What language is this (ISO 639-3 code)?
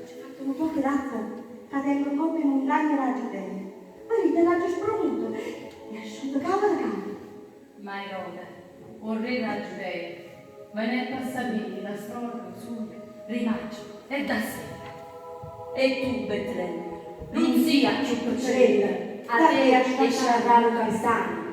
nap